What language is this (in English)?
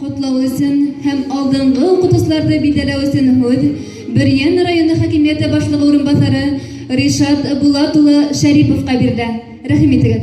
Bashkir